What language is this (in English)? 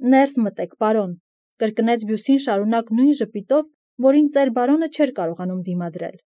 Armenian